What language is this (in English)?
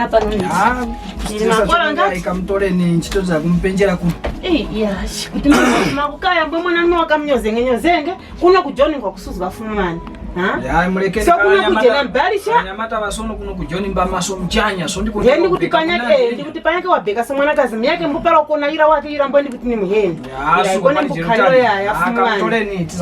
Tumbuka